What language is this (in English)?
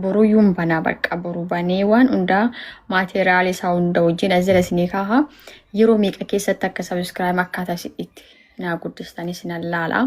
Oromo